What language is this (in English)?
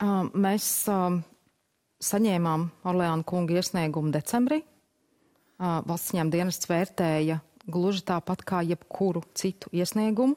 Latvian